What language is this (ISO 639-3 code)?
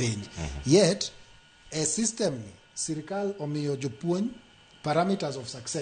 luo